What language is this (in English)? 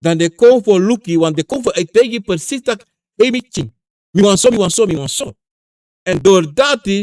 Sranan Tongo